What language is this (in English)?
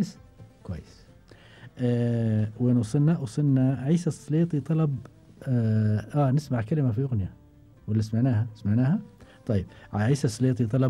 Gulf Arabic